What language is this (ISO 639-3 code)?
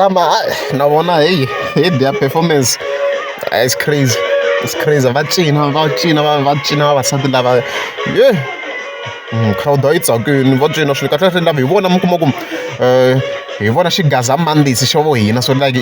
tso